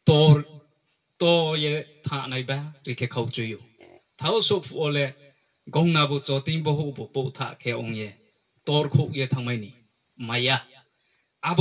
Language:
Riang (India)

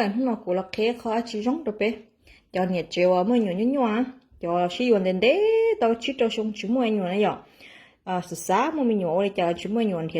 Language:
Hmong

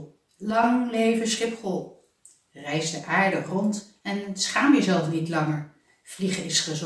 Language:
Dutch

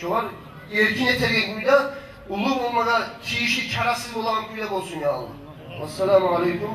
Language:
Kumyk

